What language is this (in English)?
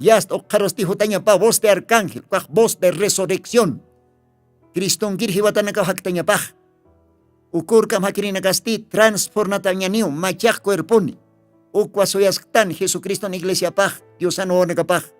Aymara